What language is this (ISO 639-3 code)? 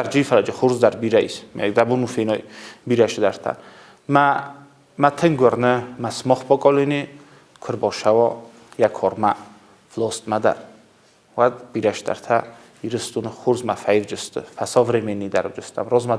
oss